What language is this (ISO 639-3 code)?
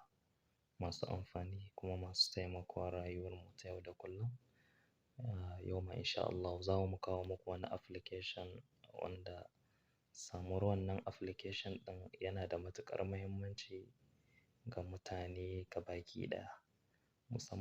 hau